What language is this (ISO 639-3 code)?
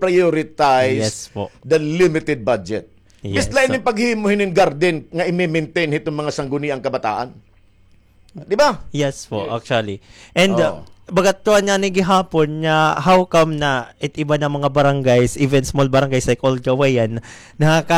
war